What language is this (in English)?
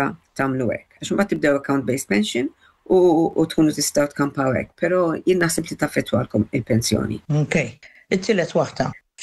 Maltese